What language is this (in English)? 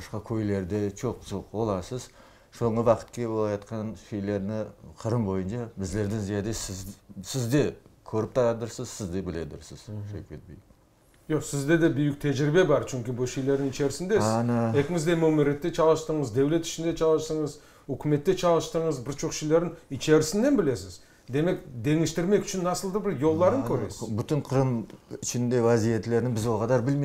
Crimean Tatar